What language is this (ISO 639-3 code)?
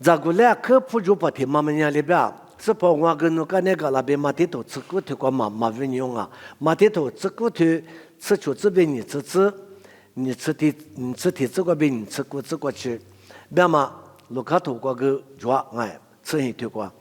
lis